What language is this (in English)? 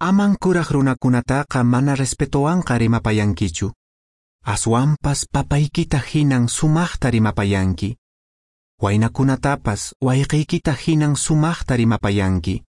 Quechua